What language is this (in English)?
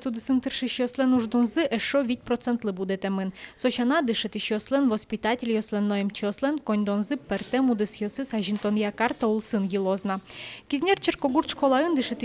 Udmurt